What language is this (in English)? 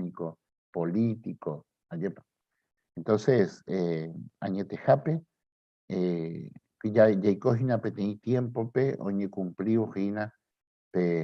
Guarani